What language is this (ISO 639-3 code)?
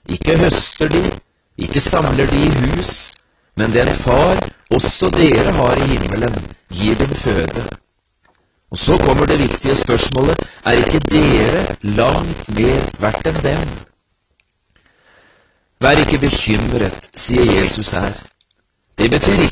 nor